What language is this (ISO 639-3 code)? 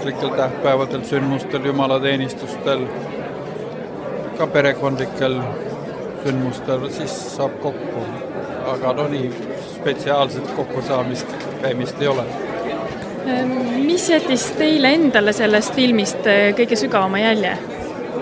est